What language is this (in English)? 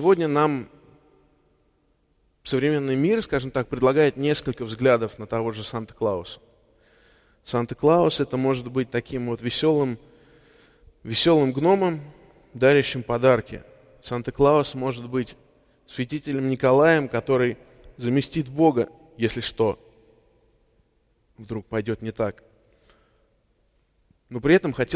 Russian